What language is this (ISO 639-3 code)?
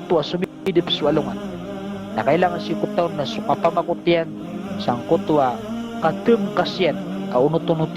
mrw